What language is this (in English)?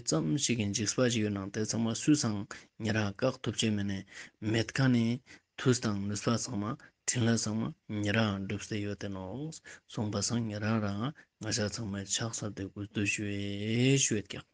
Ladakhi